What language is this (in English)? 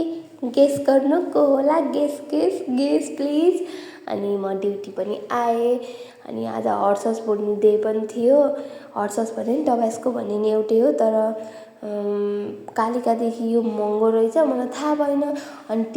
Nepali